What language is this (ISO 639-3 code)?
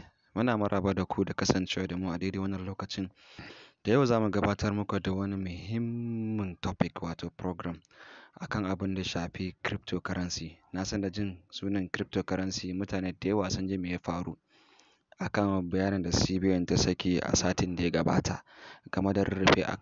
hau